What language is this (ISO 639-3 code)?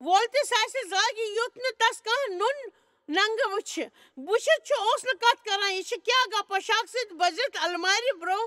kas